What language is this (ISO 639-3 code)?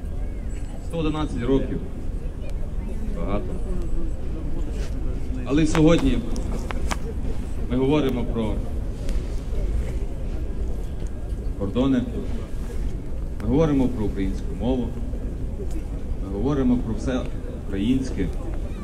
ukr